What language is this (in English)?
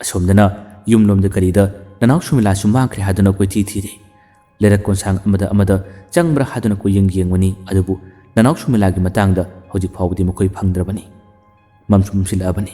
Manipuri